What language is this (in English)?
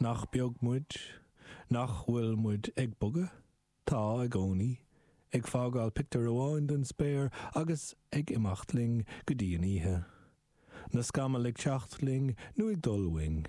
Irish